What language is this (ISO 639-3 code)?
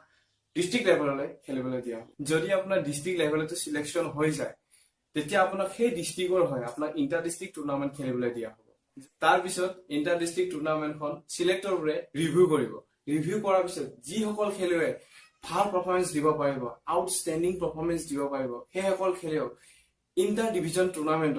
asm